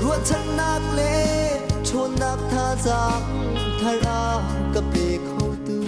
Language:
Hakha Chin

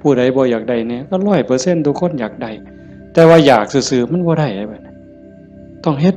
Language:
Lao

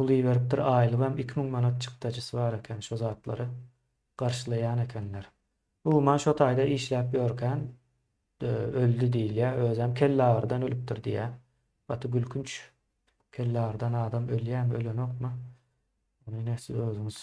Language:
Turkmen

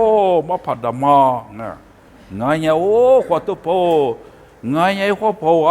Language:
Lisu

